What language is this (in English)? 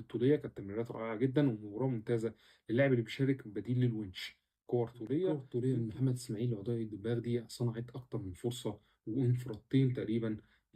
Egyptian Arabic